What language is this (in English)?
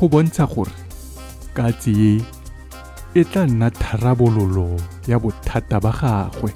Tswana